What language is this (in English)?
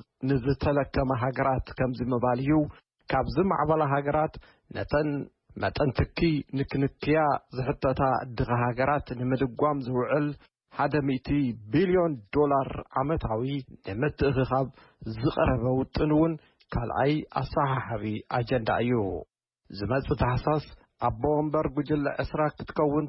Tigrinya